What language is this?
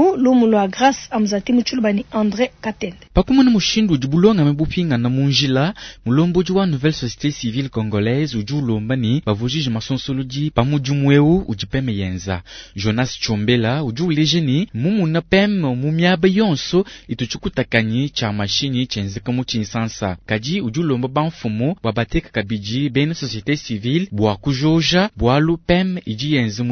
Luba-Lulua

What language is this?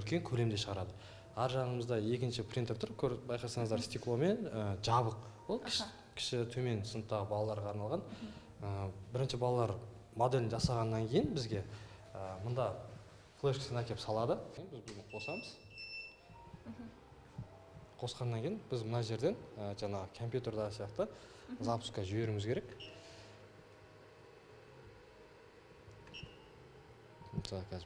Kazakh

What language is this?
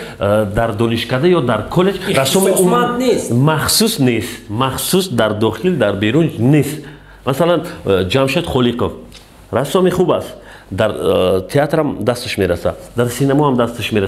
Tajik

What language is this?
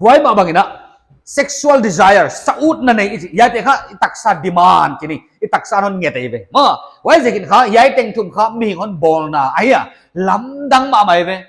Paite Chin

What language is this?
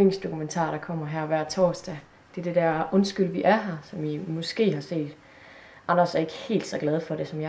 Danish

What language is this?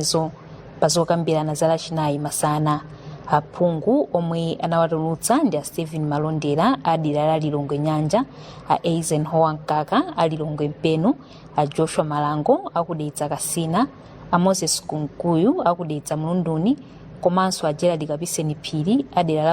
Nyanja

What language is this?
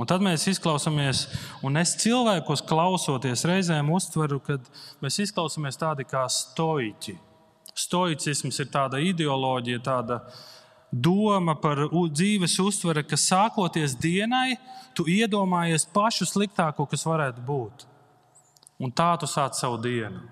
Latvian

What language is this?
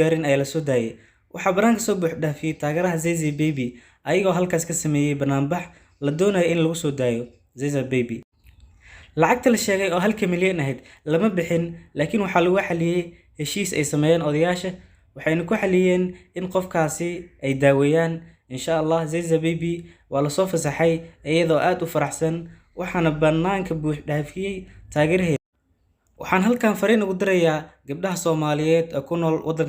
Somali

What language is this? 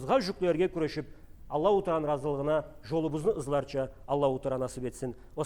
Karachay-Balkar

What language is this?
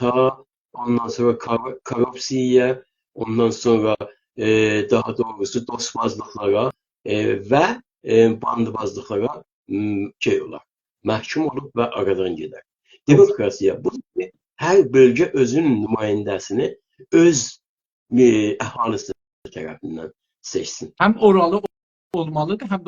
South Azerbaijani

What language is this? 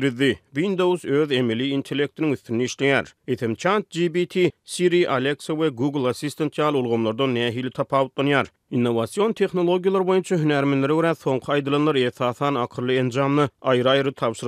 Turkmen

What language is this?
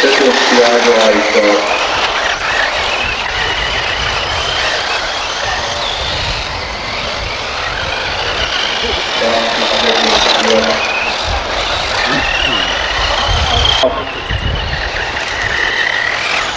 Finnish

